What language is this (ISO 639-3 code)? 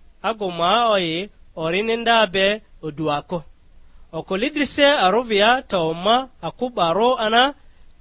lgg